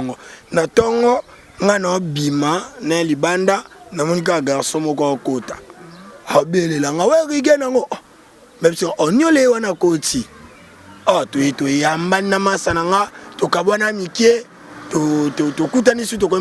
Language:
Lingala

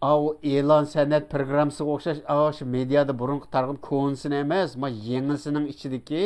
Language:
Uyghur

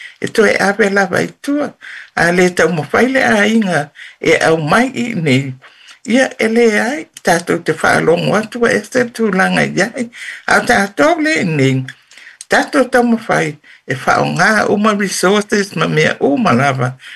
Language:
Samoan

